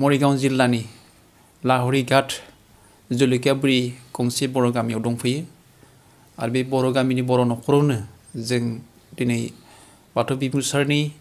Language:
Bodo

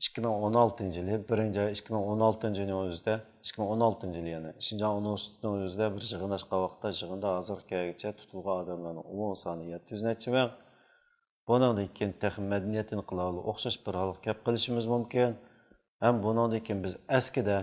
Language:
Uyghur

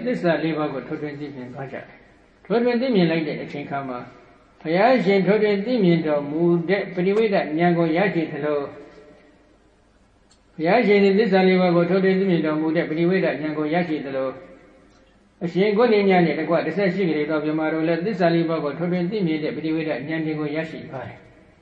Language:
Burmese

